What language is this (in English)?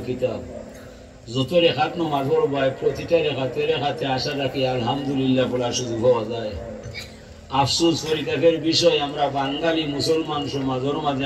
Sylheti